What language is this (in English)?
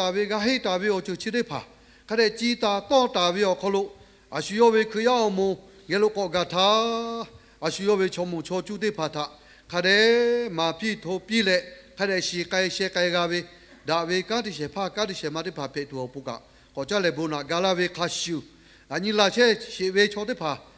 Lahu